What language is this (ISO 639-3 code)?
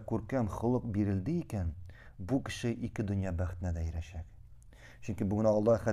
tat